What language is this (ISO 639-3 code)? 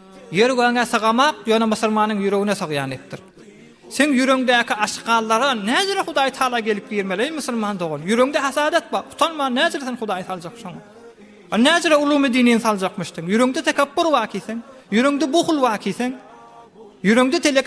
tuk